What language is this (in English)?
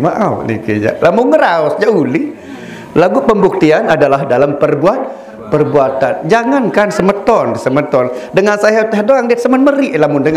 Sasak